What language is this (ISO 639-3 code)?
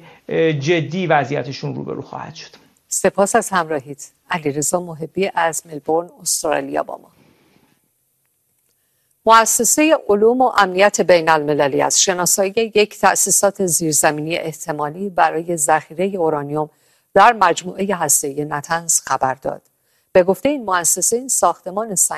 fas